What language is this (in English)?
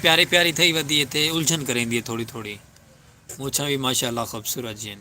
Saraiki